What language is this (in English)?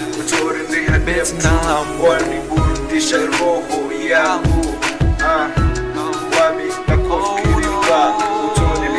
Swahili